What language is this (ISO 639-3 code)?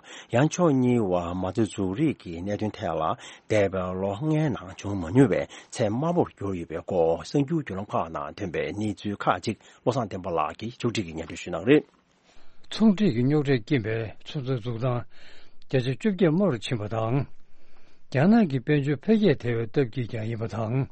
bod